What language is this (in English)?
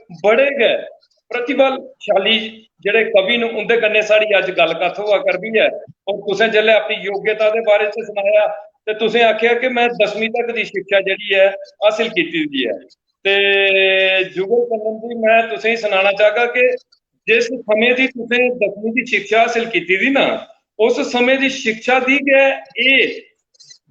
Dogri